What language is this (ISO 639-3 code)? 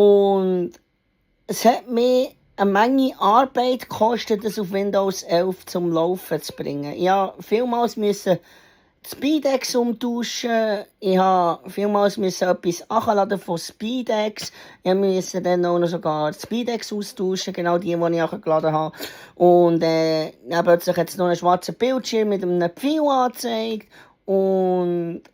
gsw